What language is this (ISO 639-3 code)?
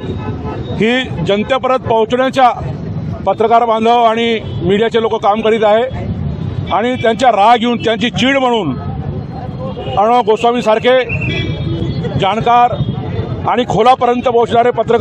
mar